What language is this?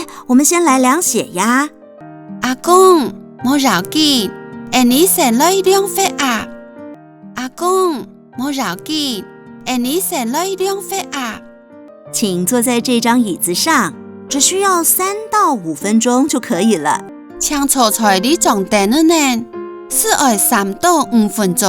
Hakka Chinese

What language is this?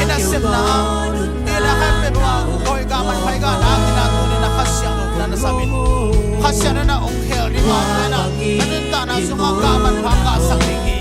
Tedim Chin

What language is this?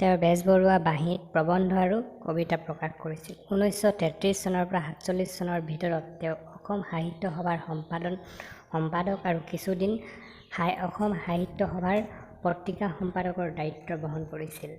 Assamese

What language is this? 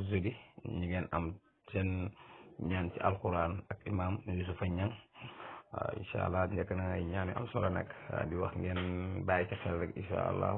Wolof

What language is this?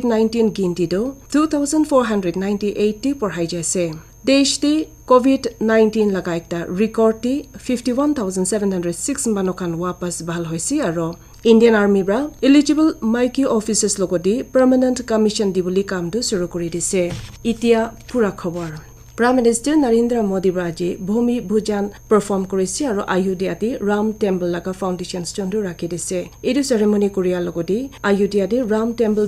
Naga Pidgin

